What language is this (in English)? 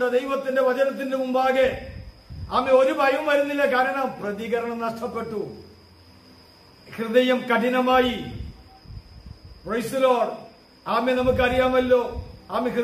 Malayalam